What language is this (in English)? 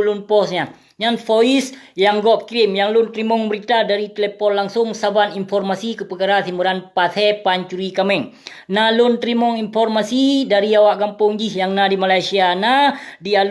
Achinese